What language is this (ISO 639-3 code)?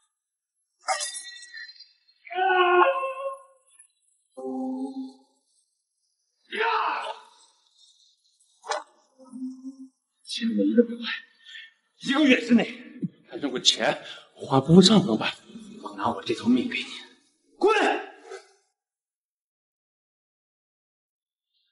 zho